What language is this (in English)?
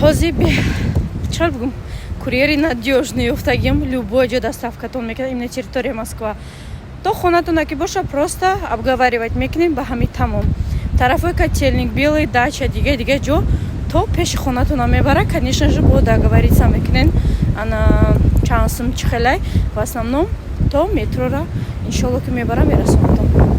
Tajik